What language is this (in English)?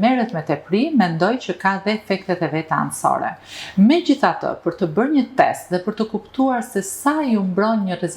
Albanian